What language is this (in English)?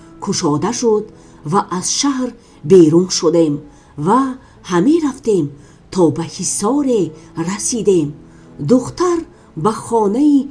Tajik